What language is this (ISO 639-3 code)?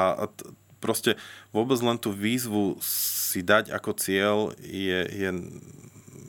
slk